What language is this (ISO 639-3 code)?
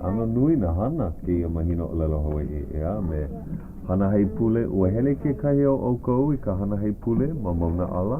haw